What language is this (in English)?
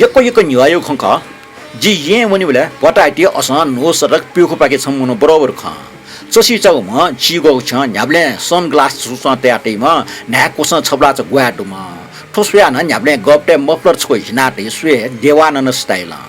Newari